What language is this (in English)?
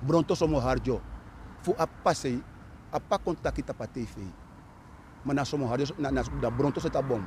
Sranan Tongo